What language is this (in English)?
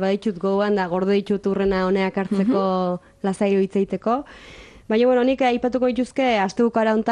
Basque